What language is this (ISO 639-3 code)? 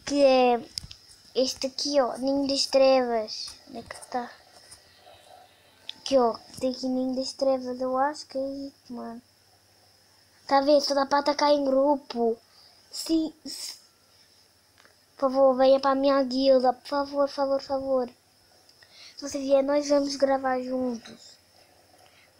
por